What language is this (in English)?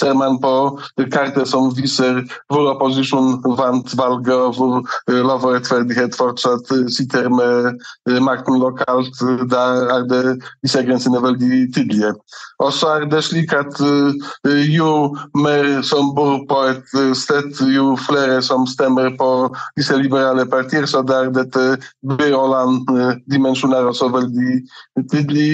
Norwegian